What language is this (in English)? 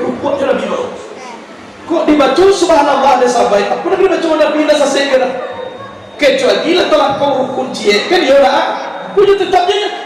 Minangkabau